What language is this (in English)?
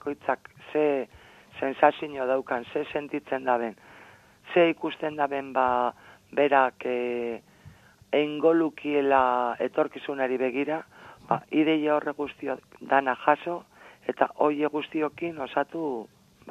Basque